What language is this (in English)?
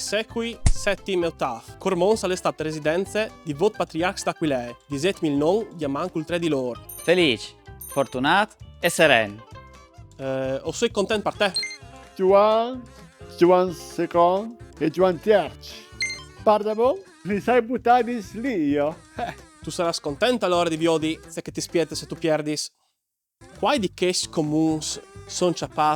Friulian